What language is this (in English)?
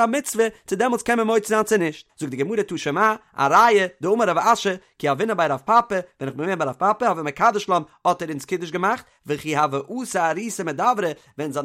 Yiddish